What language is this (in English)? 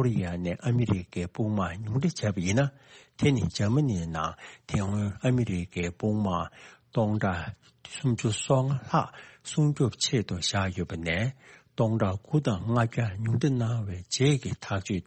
Tibetan